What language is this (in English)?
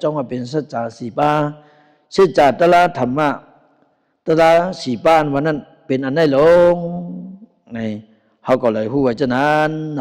Shan